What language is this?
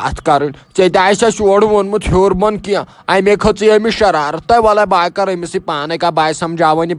Kashmiri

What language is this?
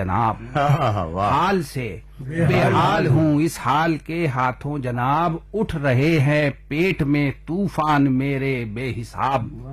Urdu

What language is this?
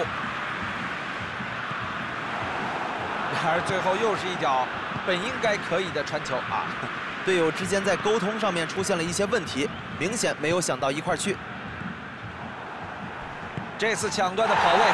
Chinese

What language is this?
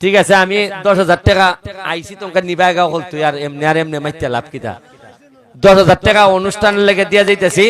Sylheti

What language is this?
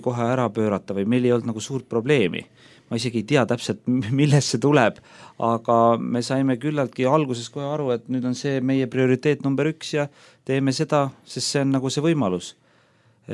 Estonian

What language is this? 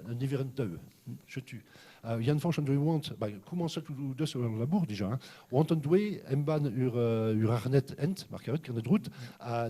Breton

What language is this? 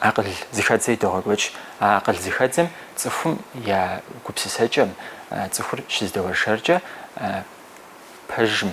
Kabardian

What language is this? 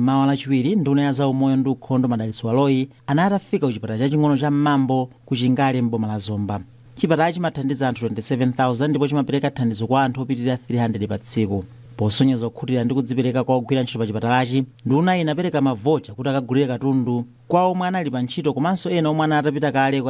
Nyanja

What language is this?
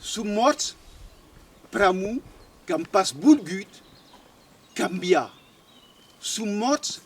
Occitan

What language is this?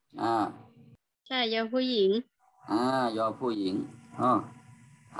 Shan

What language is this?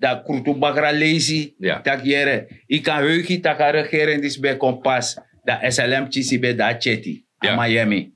Sranan Tongo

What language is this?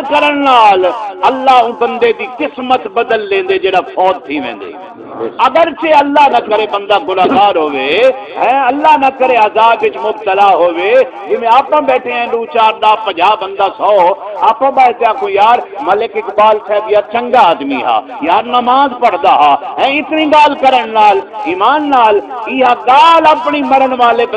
Saraiki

